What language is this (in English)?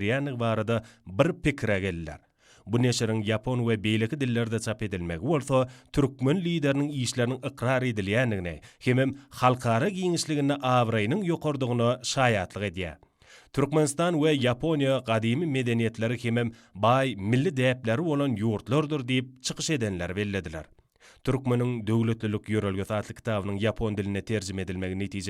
Turkmen